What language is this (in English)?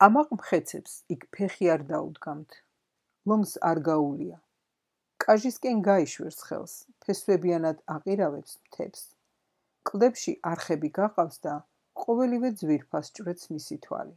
Georgian